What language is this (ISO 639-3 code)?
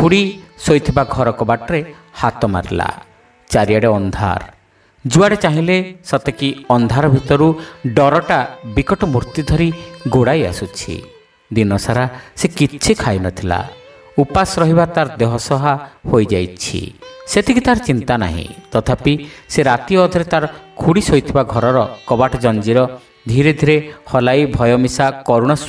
ori